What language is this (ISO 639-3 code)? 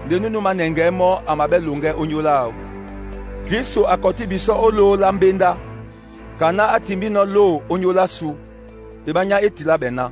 dua